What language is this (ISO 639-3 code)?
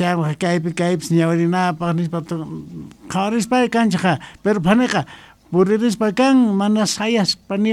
que